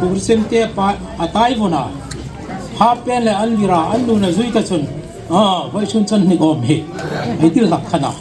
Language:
Hmar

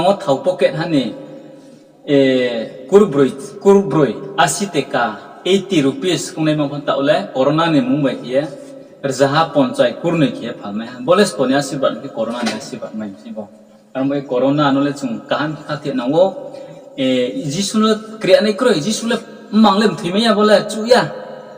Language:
Riang (India)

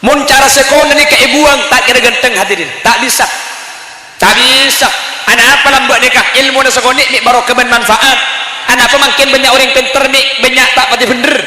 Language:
Madurese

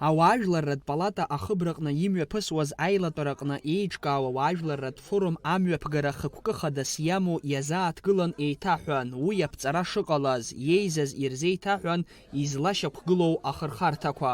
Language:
Abkhazian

